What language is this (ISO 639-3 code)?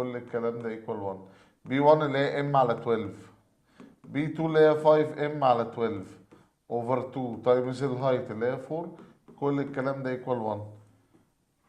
arz